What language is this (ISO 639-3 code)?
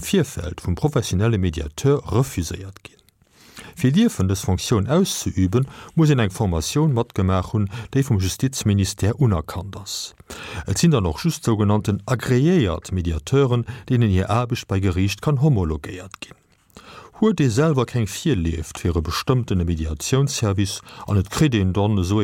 ltz